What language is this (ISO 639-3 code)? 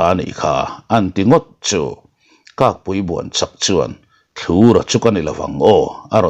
lus